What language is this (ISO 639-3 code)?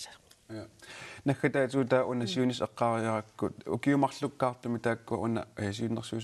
kal